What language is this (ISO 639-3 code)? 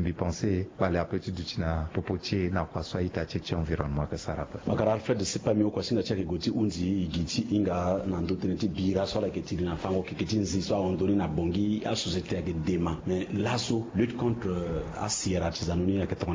sag